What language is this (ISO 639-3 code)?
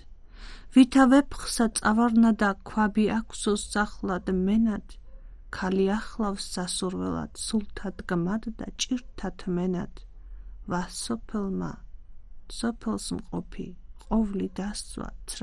kat